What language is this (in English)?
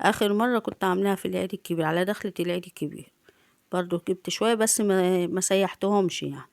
Egyptian Arabic